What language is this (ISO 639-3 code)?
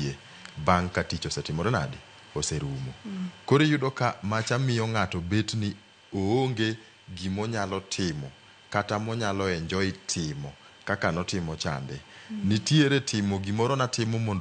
luo